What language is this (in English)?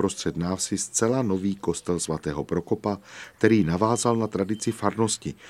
Czech